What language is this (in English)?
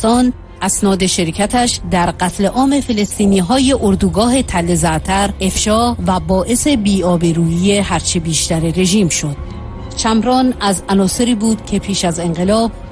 Persian